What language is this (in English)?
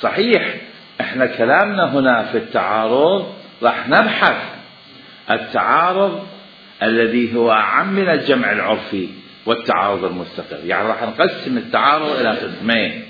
Mesopotamian Arabic